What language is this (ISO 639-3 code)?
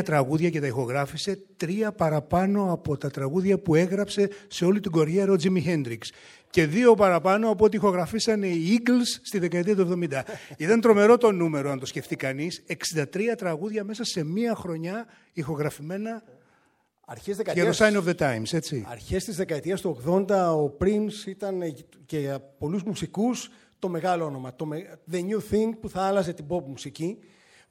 ell